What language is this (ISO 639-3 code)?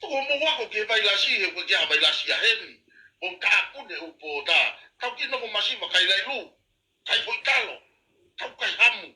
ton